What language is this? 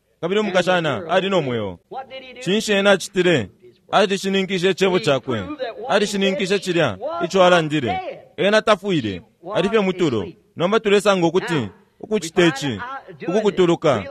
Bemba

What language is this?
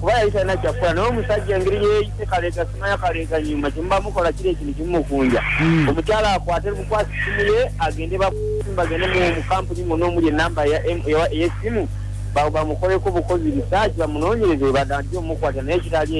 Ganda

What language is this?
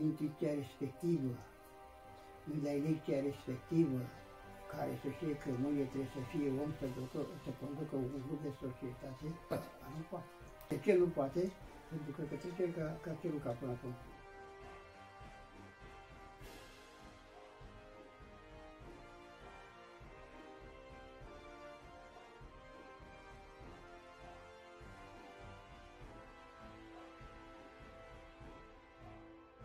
Romanian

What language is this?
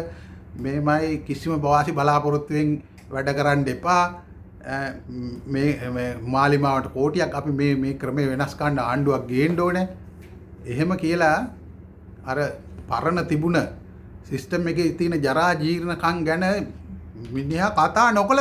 Sinhala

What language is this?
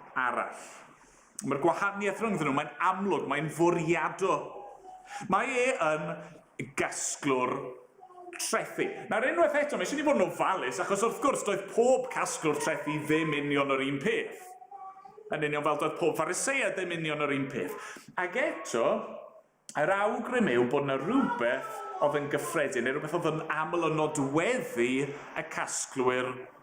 Welsh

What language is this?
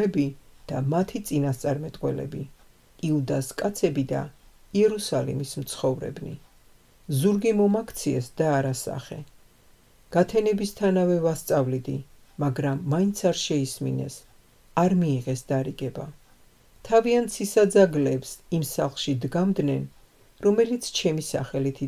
Georgian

